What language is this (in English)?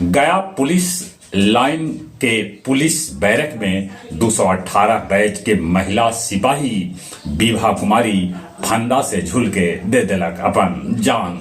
Magahi